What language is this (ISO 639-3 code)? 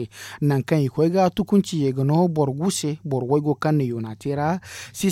dje